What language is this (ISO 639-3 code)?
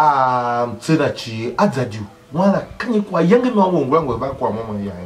tiv